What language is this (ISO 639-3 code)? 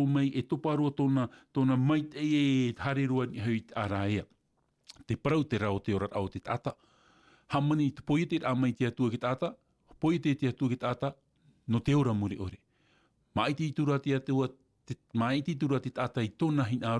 tah